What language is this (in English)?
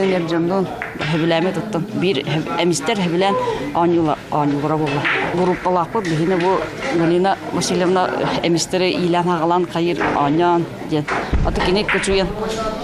Yakut